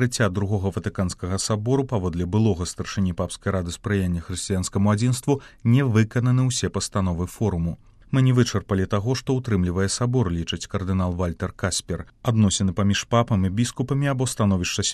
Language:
Belarusian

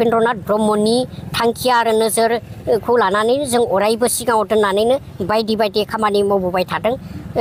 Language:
Bodo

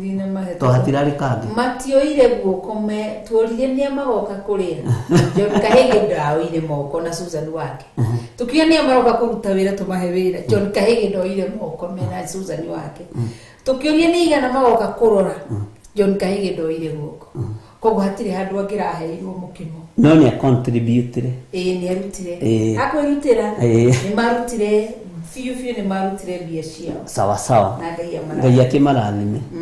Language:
Kikuyu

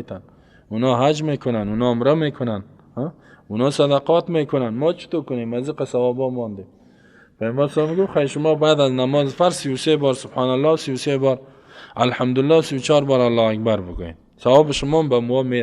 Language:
Persian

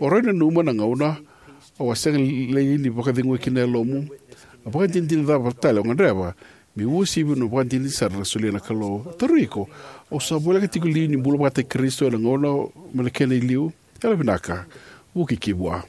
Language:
Fijian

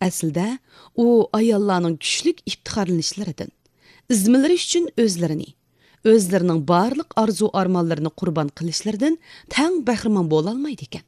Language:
Uyghur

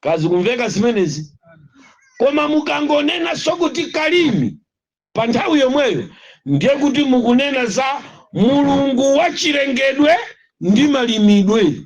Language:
Nyanja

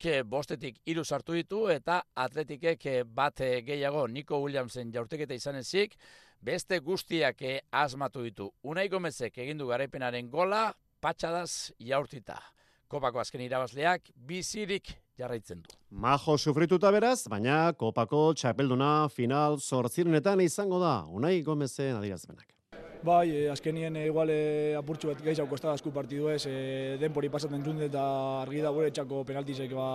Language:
Basque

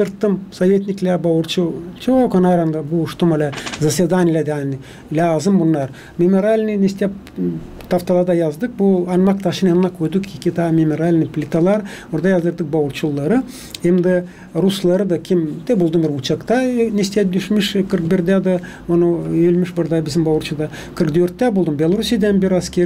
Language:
Gagauz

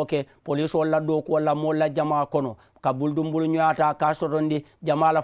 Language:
Mandingo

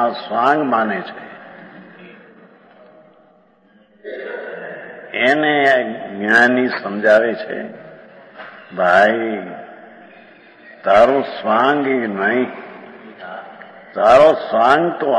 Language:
Gujarati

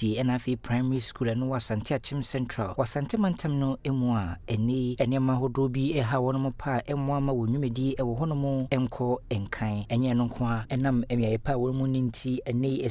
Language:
Akan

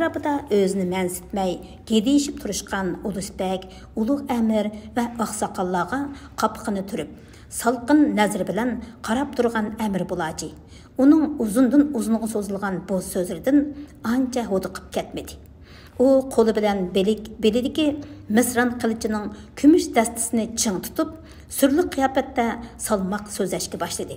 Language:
Uyghur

